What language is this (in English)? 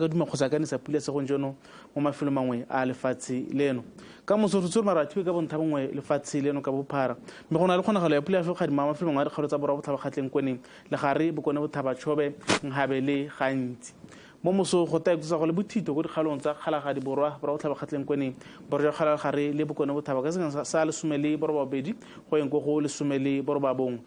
Tswana